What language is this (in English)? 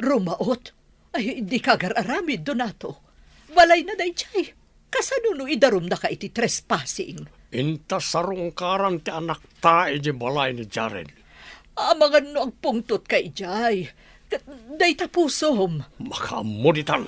Iloko